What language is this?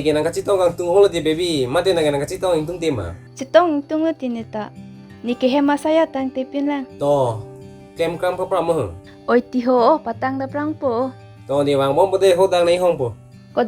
Karbi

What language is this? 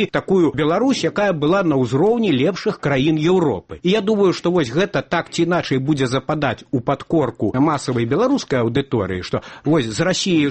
Belarusian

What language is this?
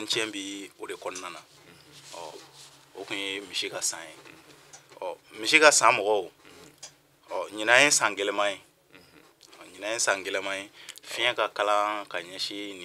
Bambara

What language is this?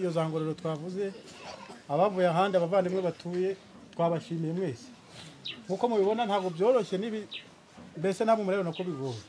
Kinyarwanda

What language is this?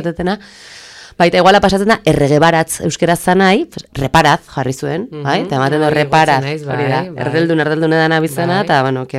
Basque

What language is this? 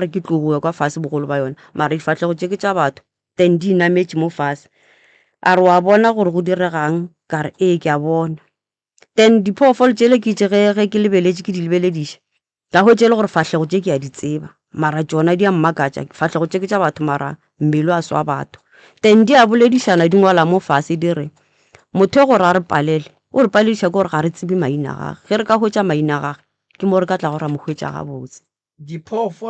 Northern Sotho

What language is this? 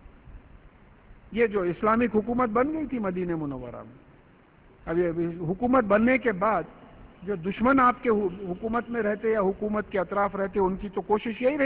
Urdu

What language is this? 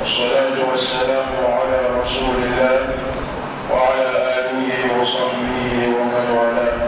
Mossi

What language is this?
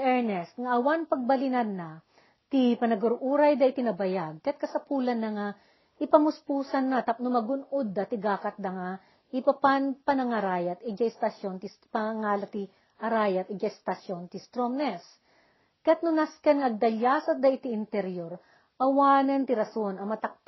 Iloko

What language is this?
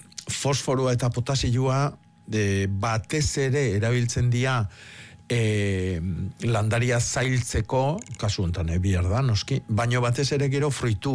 Basque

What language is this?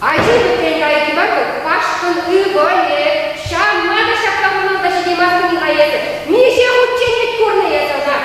Chuvash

